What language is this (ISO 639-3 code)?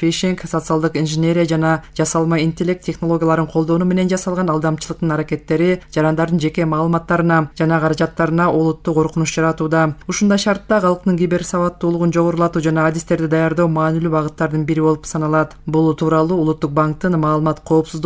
kir